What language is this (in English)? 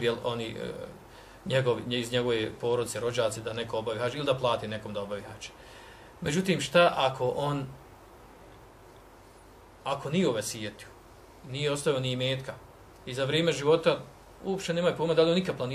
Bosnian